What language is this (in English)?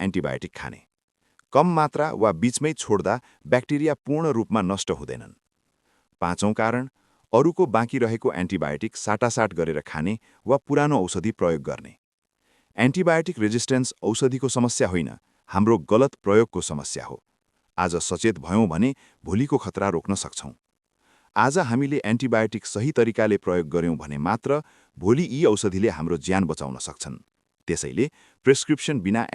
Nepali